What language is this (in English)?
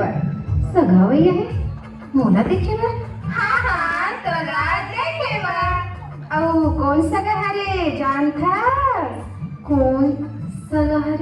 Chhattisgarhi